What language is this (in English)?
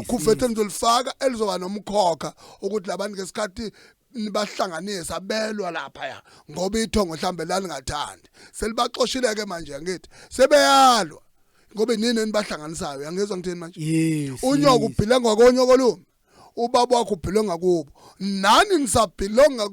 Zulu